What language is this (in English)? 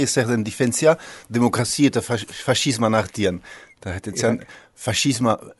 Basque